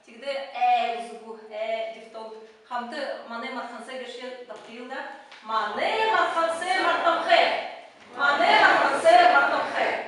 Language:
Buriat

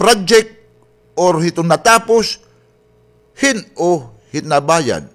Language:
Waray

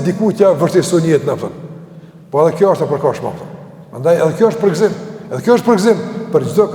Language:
Albanian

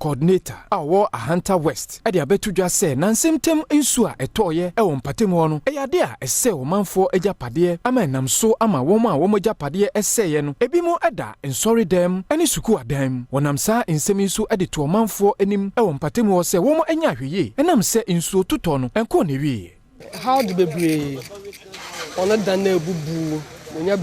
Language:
Akan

